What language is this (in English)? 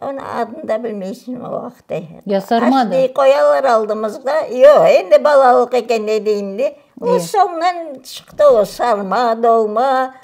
Crimean Tatar